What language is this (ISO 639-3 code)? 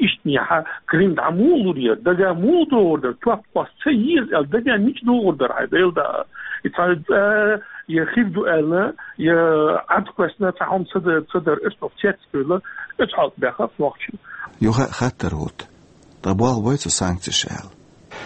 che